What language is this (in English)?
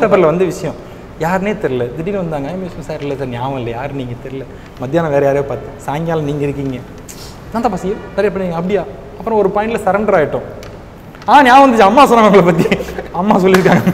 Tamil